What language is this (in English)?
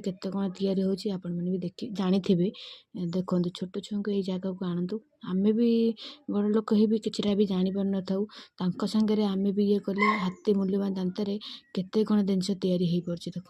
Odia